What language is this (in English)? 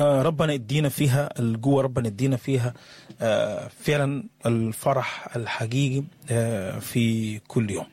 Sudanese Arabic